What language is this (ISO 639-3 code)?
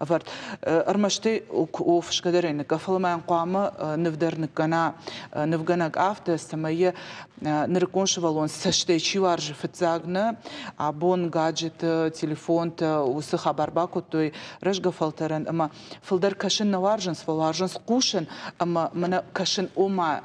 oss